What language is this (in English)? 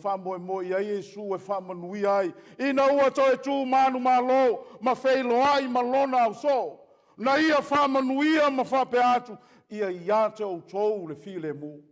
Samoan